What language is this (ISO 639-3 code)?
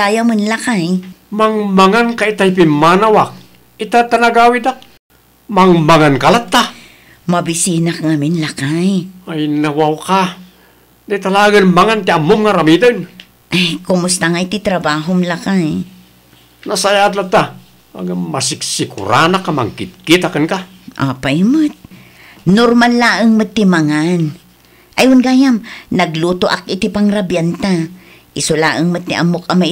ilo